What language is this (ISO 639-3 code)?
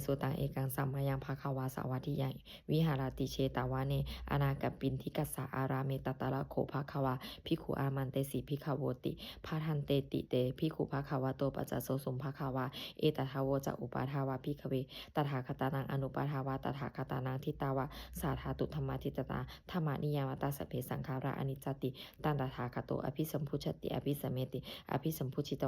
pli